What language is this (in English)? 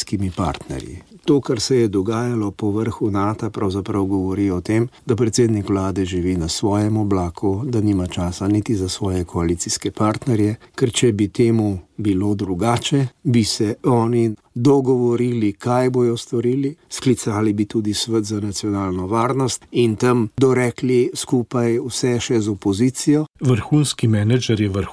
Slovenian